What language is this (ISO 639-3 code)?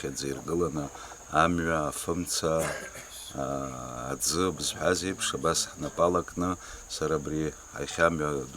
abk